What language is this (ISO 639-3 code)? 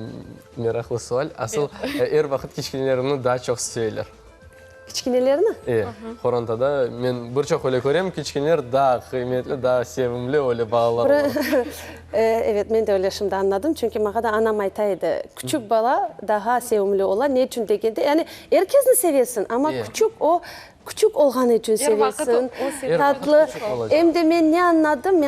crh